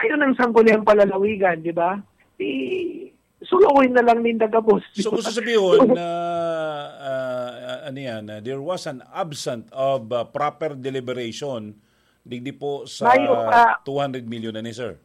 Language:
Bikol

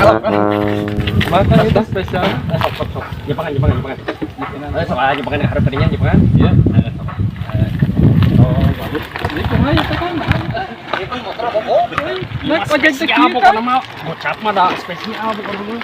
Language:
Sundanese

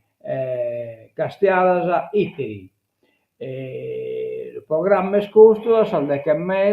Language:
Sardinian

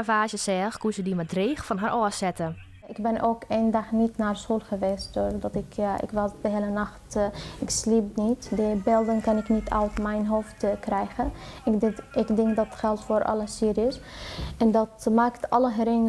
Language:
Western Frisian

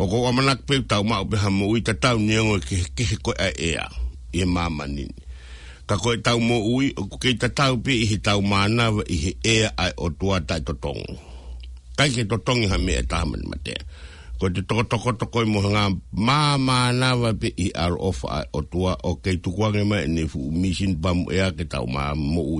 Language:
Tongan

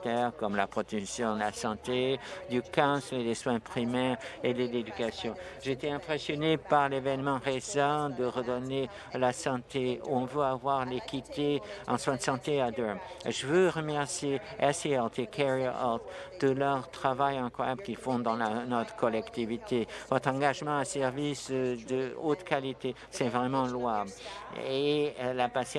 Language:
French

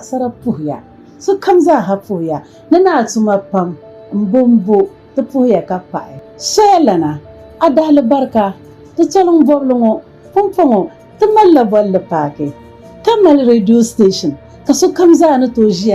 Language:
Dagbani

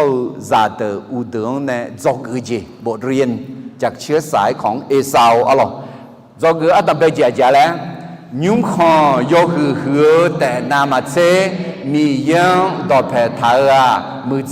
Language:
Akha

